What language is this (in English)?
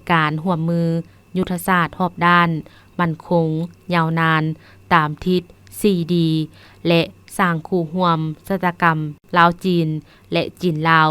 Lao